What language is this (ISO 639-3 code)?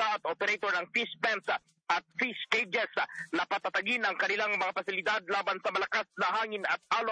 fil